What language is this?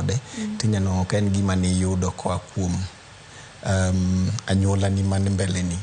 Luo (Kenya and Tanzania)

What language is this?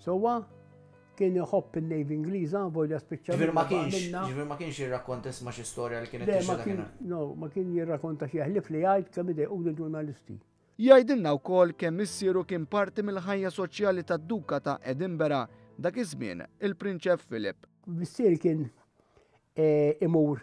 Maltese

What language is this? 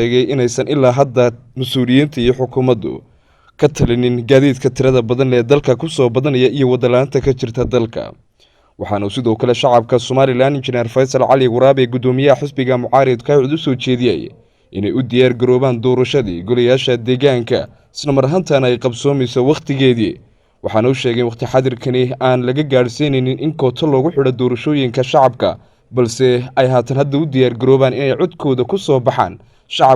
Somali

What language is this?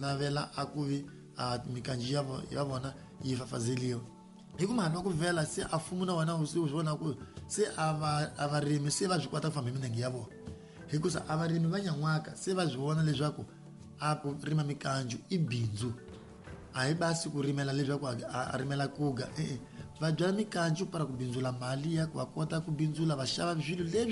Tsonga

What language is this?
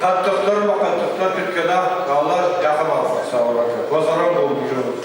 Ossetic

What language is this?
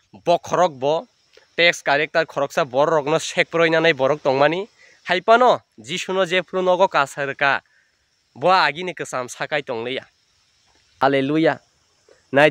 Kok Borok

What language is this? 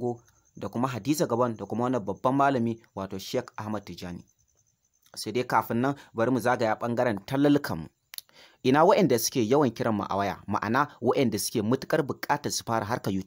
Hausa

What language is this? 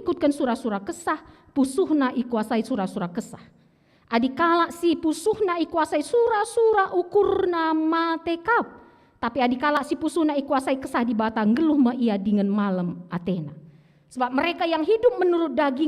Batak Karo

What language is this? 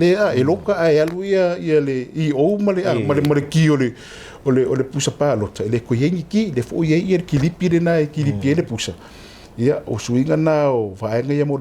Samoan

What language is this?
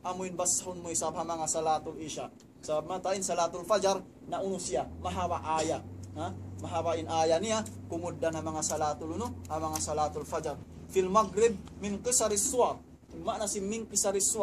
Tausug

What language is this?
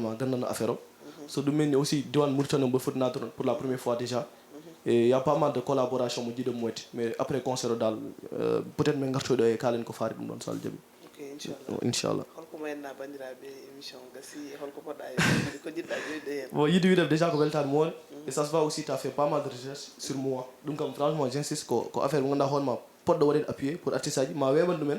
Fula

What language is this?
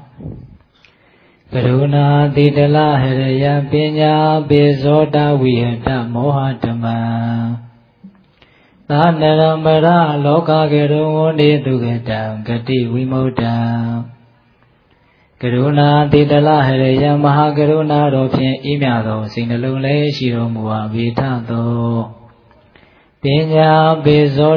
Burmese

